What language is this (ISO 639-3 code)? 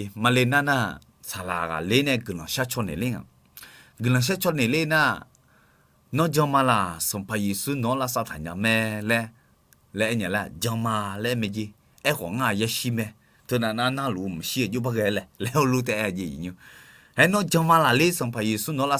ahk